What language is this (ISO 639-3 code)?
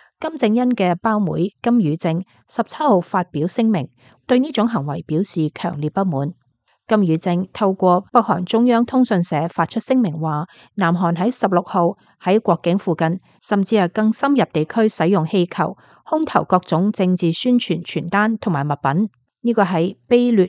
yue